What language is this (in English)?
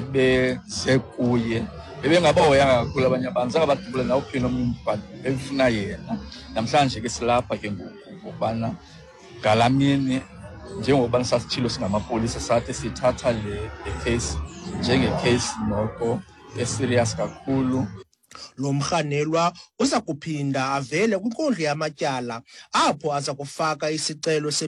Xhosa